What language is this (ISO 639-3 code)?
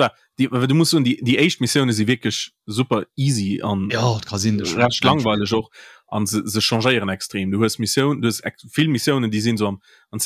ltz